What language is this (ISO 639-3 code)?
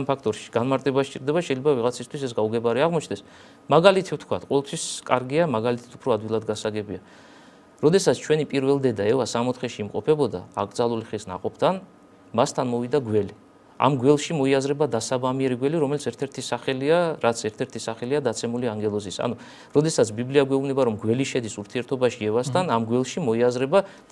kat